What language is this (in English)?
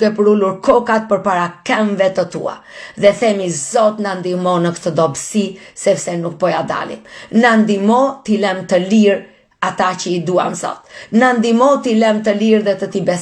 Albanian